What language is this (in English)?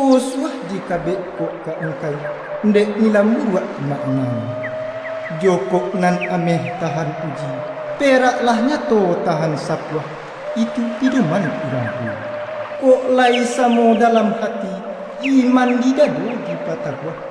Minangkabau